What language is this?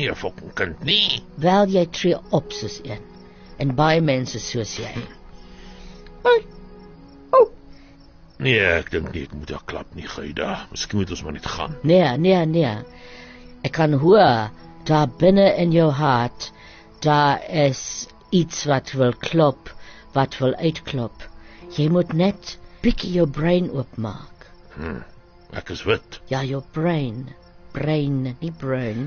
Afrikaans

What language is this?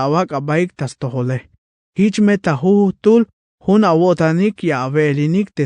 Tzeltal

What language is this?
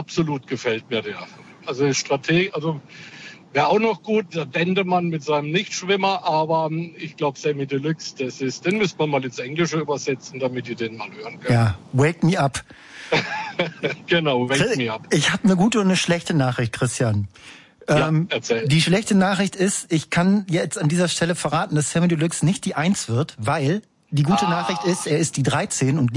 German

